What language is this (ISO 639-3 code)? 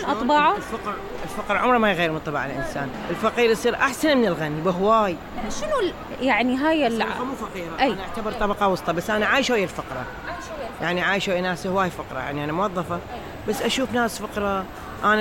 acm